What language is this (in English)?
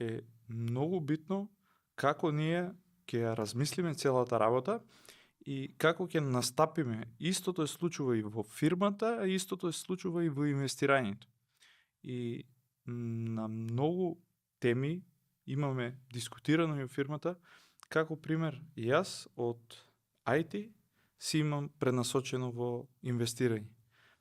Macedonian